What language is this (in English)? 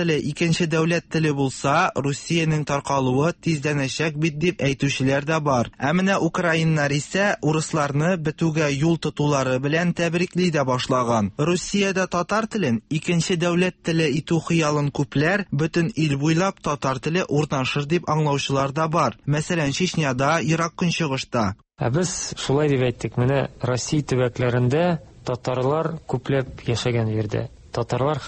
Tatar